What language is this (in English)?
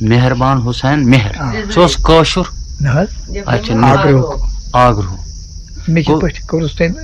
Kashmiri